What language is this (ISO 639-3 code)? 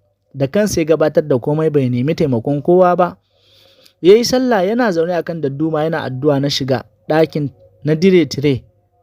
hau